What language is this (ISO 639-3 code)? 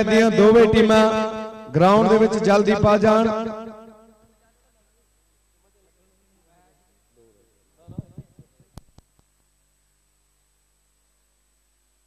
pan